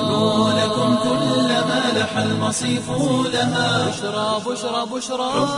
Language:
Somali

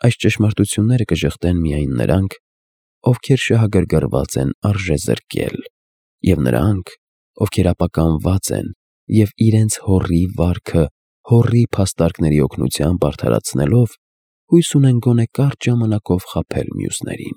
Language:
Armenian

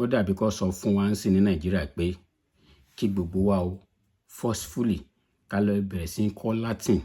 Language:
Yoruba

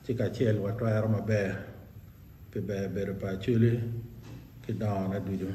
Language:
Acoli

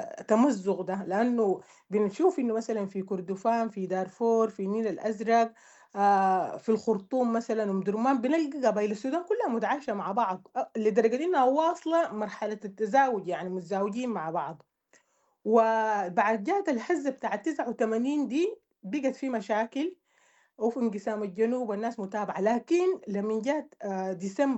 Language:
Sudanese Arabic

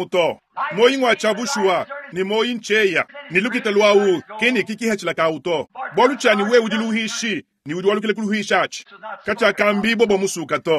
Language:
Luba-Lulua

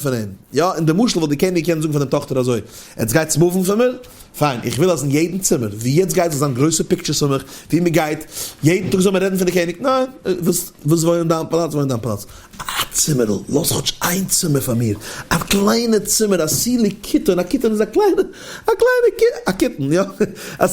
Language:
Yiddish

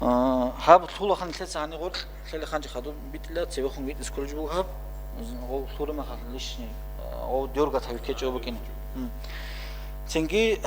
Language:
Avaric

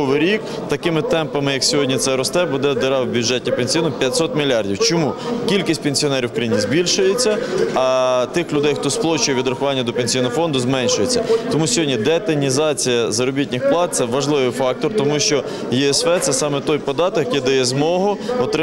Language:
Ukrainian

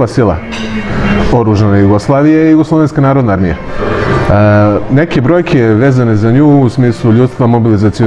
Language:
Serbian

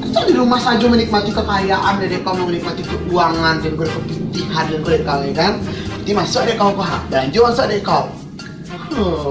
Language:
Minangkabau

